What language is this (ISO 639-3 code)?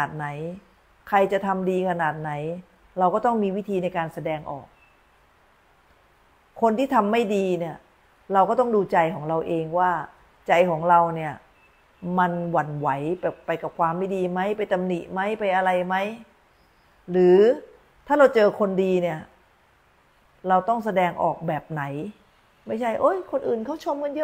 tha